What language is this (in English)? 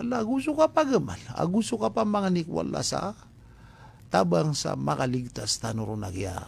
Maranao